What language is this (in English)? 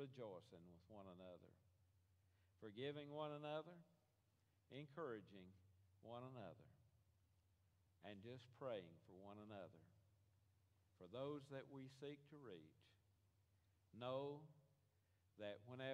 English